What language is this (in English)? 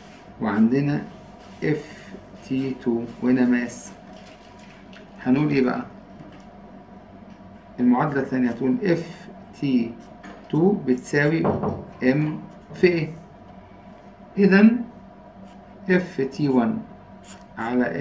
Egyptian Arabic